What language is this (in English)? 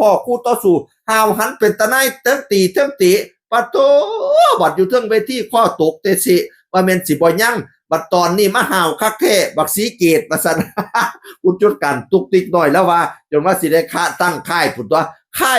Northeastern Thai